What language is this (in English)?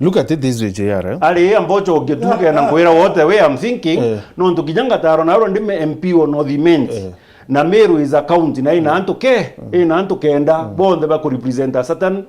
Meru